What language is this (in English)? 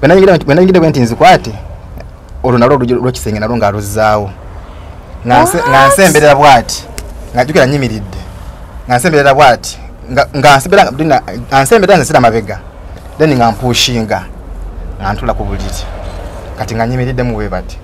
Ganda